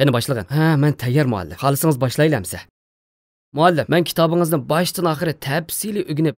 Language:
Uyghur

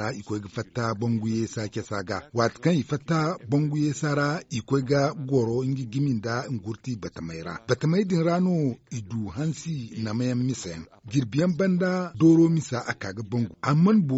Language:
Zarma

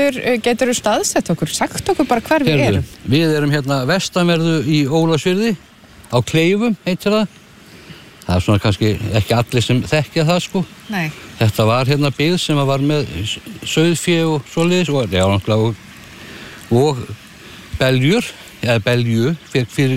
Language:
Icelandic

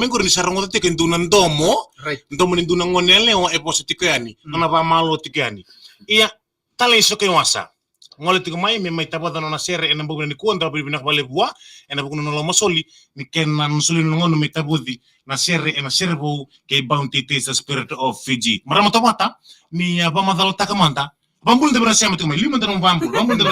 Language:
Fijian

